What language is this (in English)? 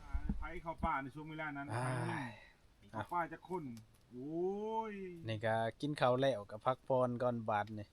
Northeastern Thai